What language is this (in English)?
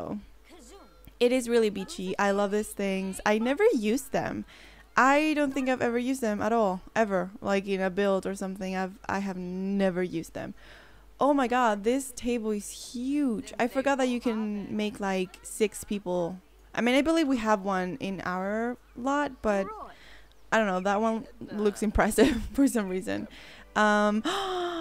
English